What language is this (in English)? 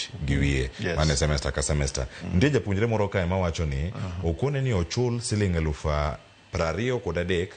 Luo (Kenya and Tanzania)